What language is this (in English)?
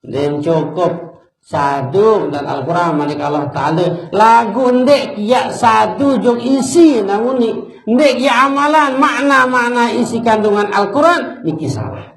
Sasak